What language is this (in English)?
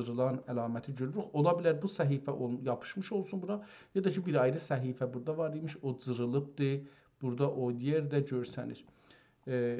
South Azerbaijani